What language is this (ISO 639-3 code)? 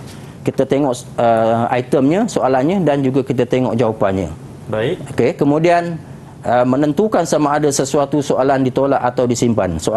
msa